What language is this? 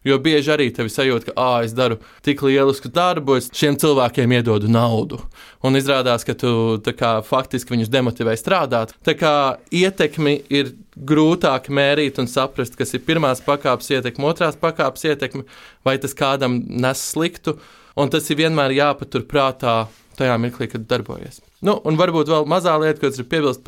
Latvian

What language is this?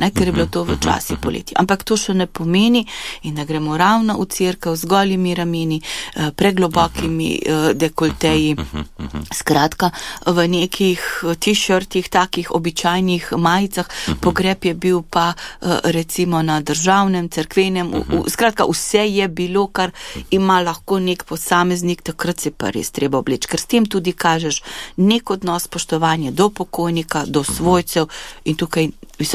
Slovenian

